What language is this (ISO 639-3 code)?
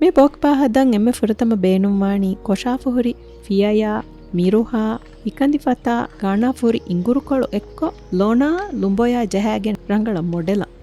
div